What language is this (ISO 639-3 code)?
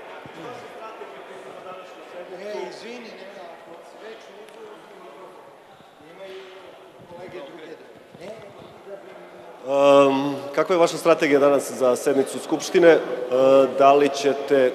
srp